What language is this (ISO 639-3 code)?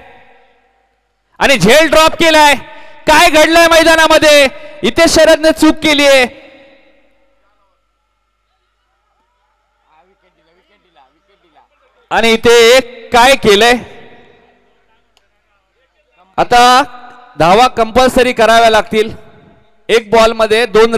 mar